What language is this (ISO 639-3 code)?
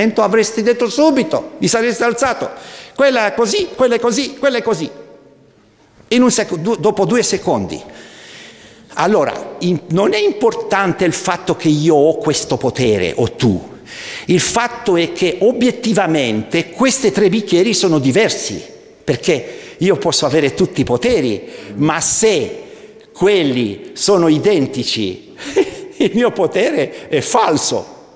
ita